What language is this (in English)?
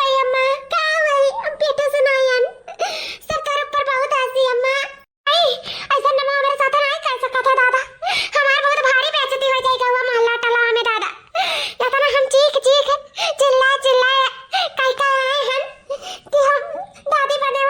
Awadhi